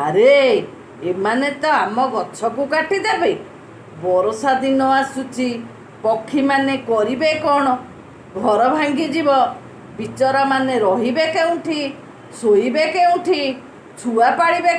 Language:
Odia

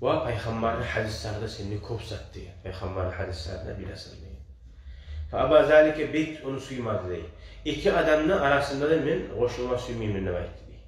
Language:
Kumyk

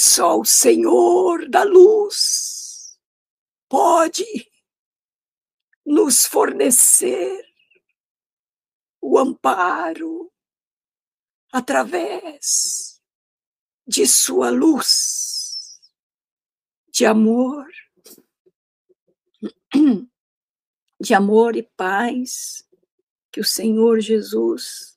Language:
Portuguese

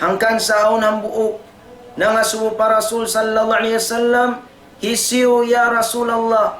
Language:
Tausug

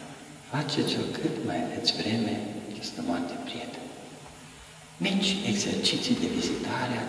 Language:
Romanian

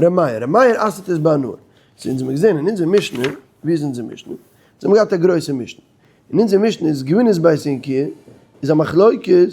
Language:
Yiddish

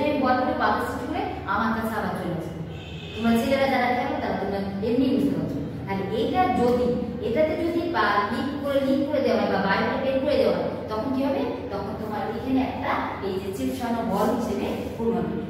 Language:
Bangla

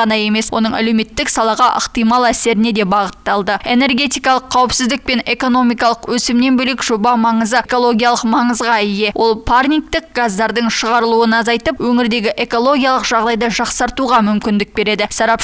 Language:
Kazakh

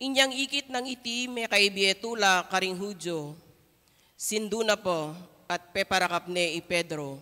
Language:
Pampanga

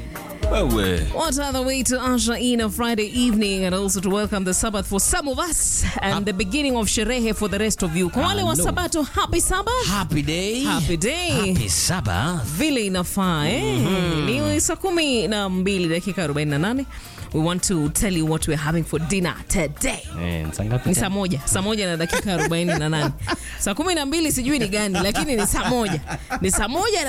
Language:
Swahili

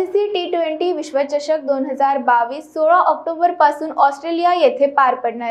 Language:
Marathi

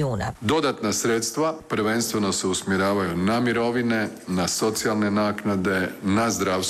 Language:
Croatian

